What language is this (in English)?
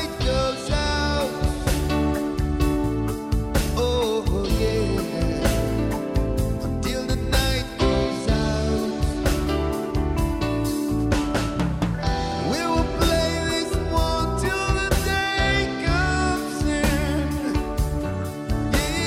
Estonian